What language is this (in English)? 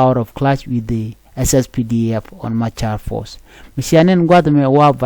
Nuer